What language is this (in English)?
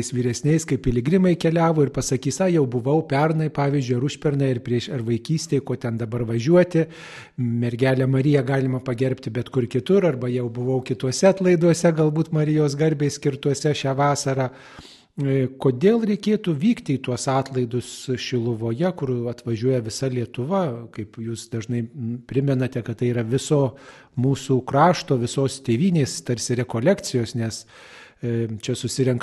Lithuanian